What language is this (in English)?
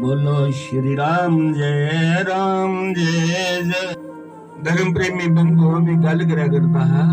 Dogri